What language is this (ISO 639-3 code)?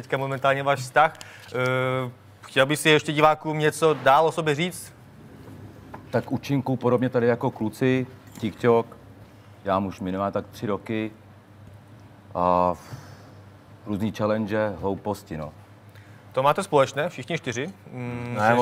ces